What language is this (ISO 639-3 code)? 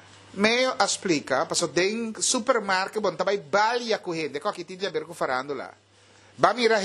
pap